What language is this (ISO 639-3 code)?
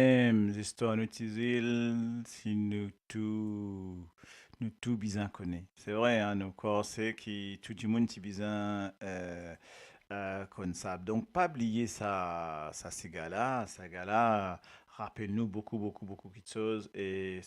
mfe